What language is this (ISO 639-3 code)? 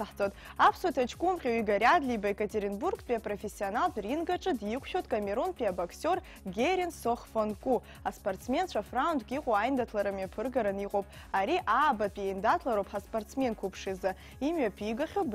abk